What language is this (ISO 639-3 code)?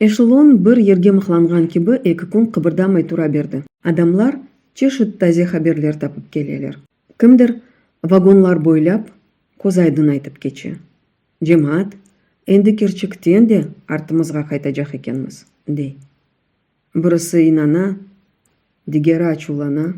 crh